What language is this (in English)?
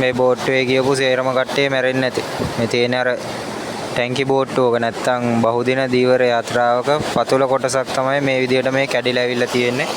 Sinhala